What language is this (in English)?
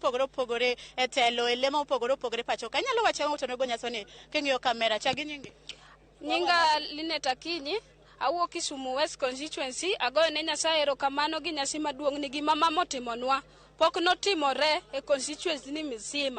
Luo (Kenya and Tanzania)